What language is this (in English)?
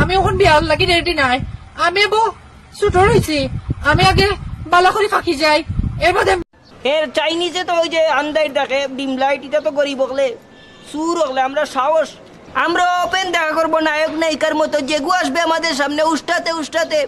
Sylheti